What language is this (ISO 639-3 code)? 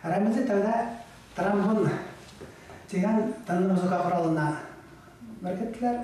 bak